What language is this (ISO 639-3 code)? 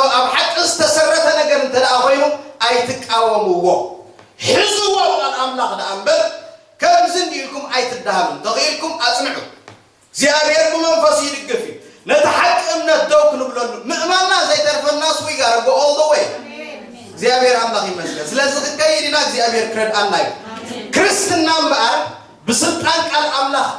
tir